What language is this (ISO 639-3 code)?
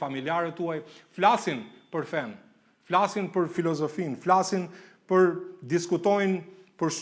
sqi